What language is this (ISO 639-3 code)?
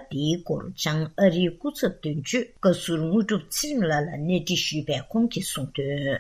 bod